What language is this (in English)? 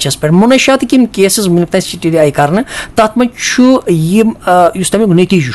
Kashmiri